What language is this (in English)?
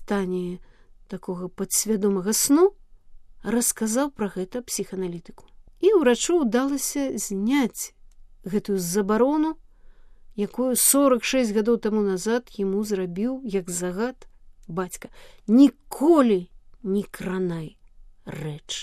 Belarusian